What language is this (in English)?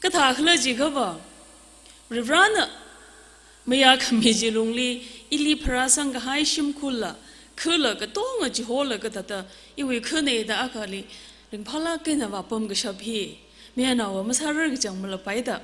Tangkhul Naga (India)